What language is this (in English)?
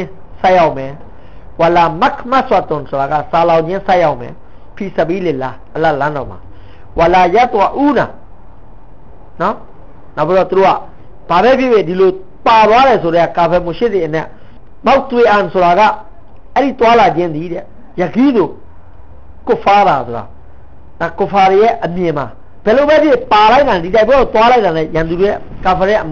Burmese